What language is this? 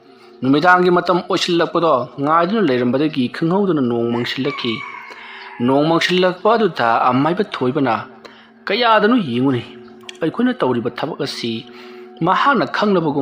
Manipuri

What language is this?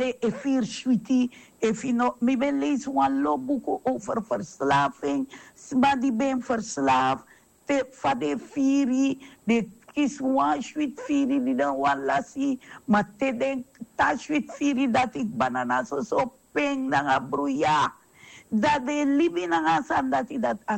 Sranan Tongo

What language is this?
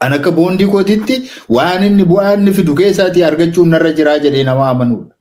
Oromo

